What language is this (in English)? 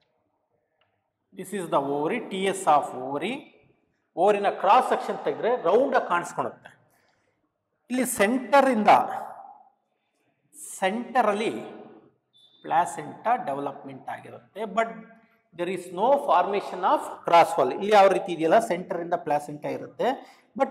Kannada